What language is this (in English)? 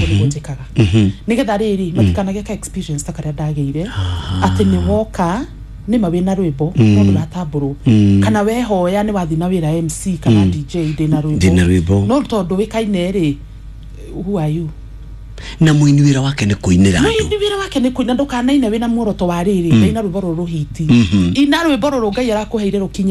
Kikuyu